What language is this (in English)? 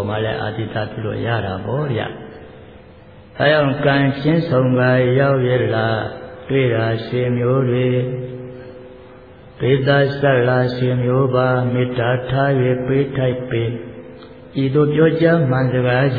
Burmese